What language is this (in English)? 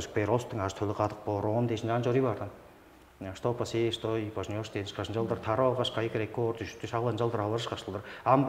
Tuvinian